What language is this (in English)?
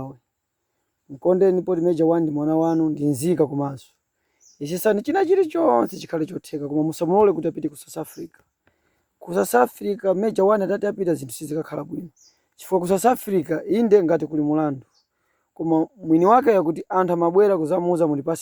Nyanja